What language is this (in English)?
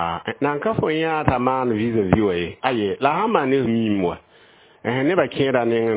Mossi